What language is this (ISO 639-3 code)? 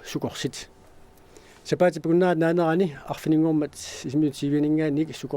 kal